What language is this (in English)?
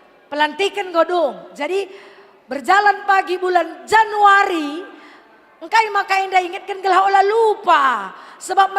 Batak Karo